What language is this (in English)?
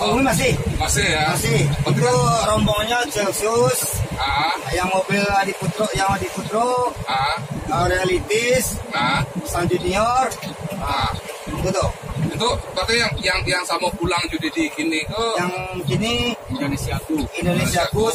Minangkabau